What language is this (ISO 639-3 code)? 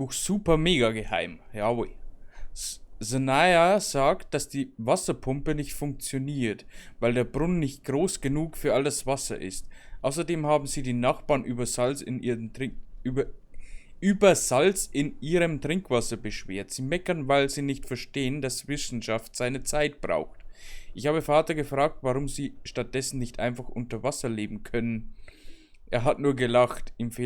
bar